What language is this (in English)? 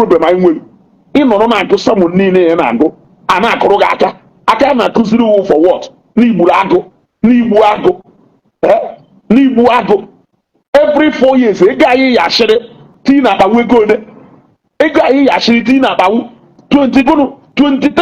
Igbo